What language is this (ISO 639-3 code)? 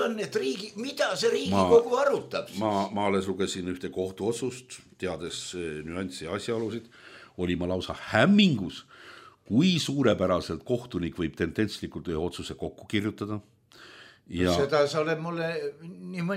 est